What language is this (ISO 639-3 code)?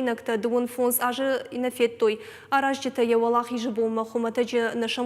oss